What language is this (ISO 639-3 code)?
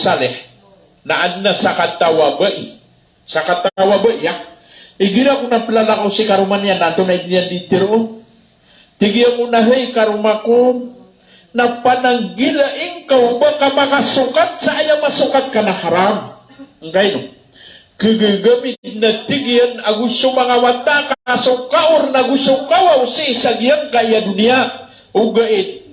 mrw